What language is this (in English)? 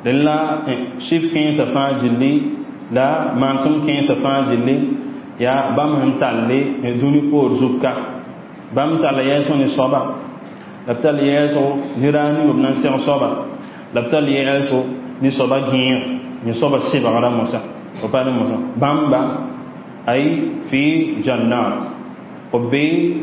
Mossi